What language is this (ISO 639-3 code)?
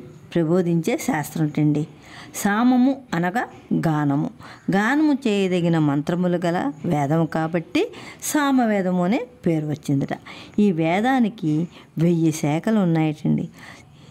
tel